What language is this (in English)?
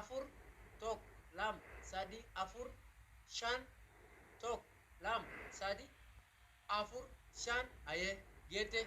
Oromo